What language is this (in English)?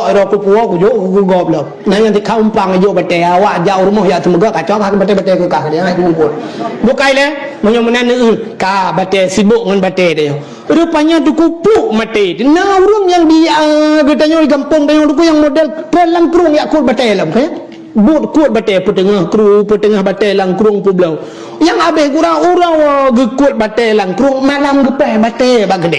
Achinese